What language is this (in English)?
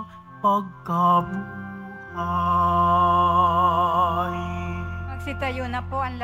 Filipino